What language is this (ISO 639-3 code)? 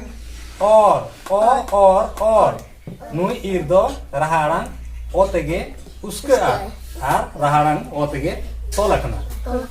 sat